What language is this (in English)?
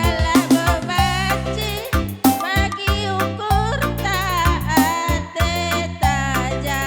Batak Karo